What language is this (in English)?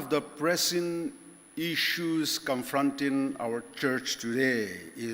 Ao Naga